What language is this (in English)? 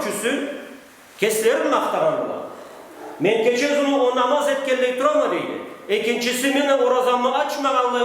Karachay-Balkar